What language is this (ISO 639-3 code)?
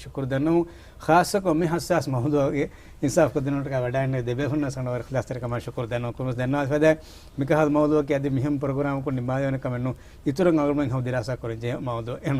div